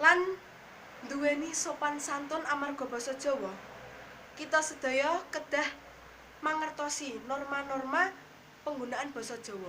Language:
Javanese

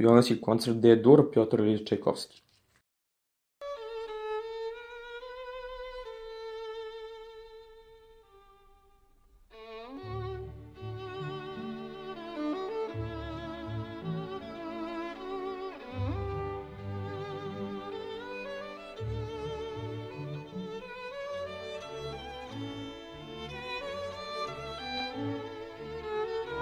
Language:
Serbian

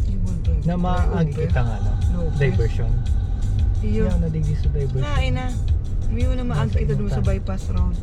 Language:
Bikol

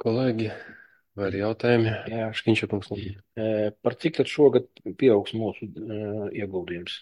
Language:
Latvian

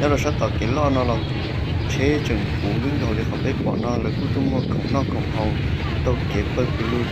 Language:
Hmong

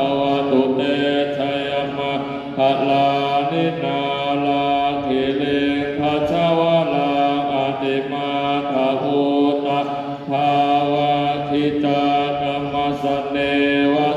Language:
Pali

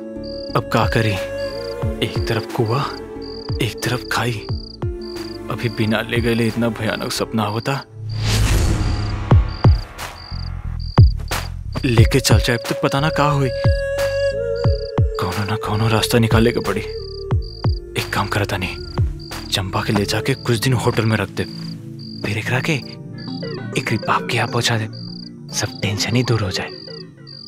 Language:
Bhojpuri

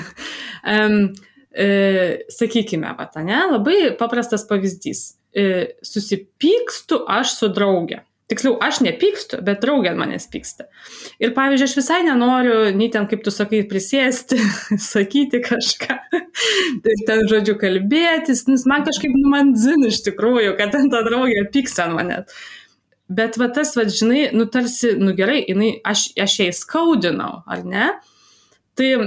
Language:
Lithuanian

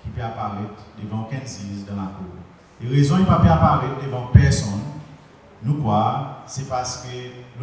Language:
Seselwa Creole French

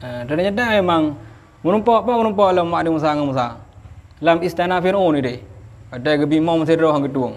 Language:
Achinese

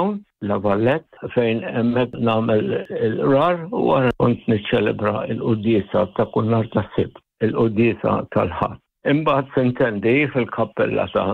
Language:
Maltese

